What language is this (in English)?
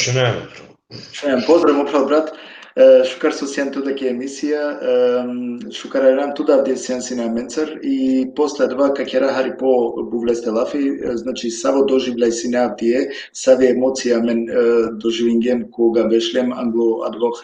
Balkan Romani